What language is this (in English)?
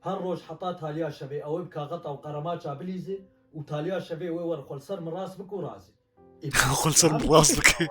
Kurdish